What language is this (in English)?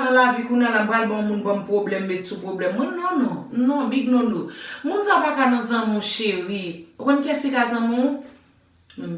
Haitian Creole